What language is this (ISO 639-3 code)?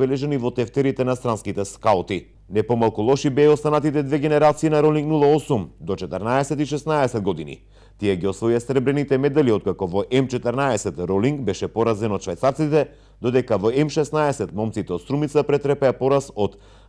mkd